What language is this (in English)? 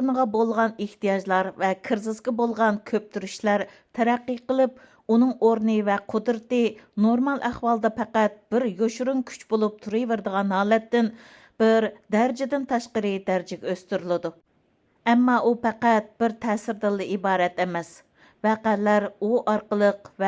Uyghur